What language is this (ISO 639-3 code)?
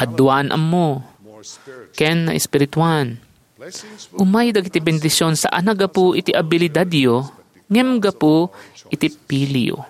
ilo